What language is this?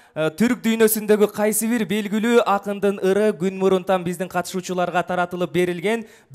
Kyrgyz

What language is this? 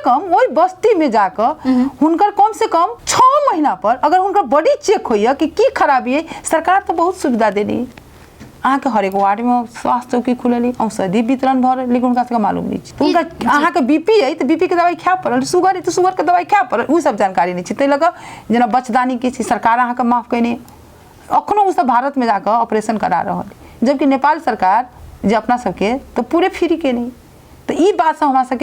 Maithili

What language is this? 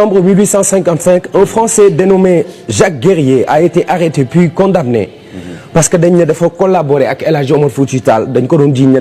Wolof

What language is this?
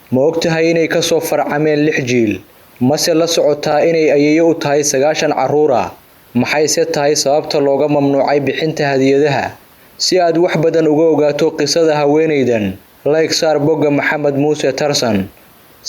Somali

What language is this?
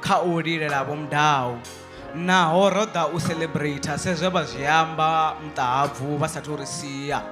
Venda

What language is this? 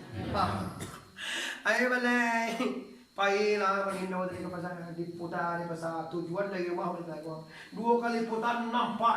Minangkabau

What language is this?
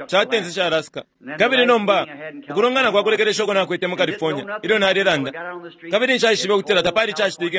Bemba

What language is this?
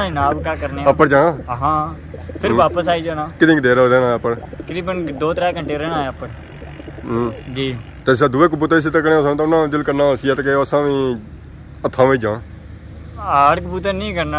Pahari-Potwari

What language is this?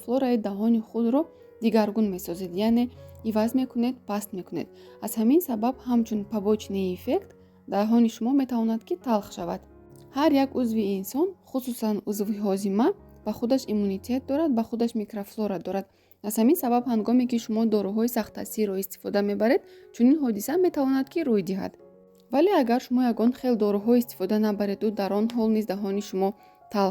Tajik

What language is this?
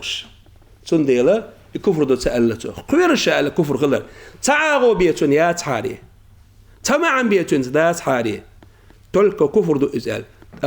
Chechen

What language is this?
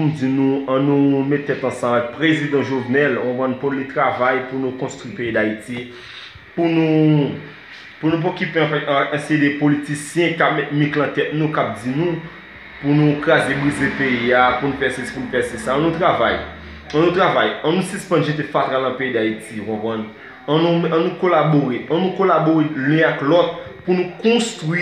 Haitian Creole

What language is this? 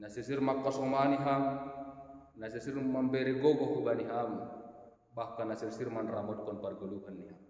Batak Simalungun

